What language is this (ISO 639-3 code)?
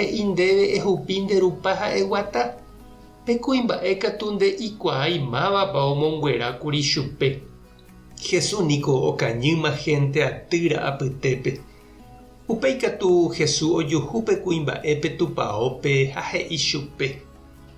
grn